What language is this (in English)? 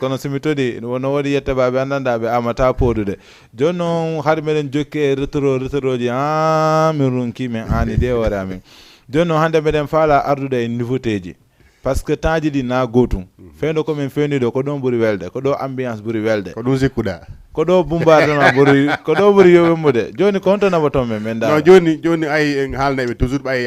Fula